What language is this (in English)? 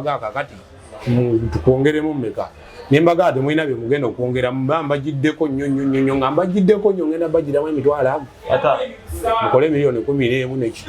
Ganda